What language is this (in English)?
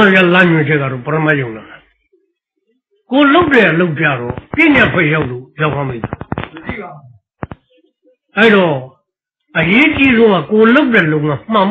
Burmese